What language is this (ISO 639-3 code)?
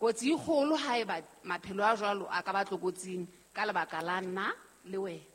sot